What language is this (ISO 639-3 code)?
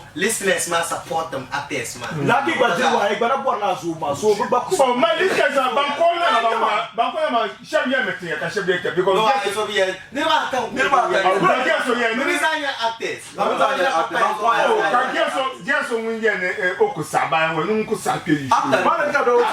dag